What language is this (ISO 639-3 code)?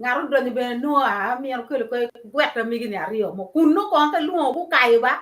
ach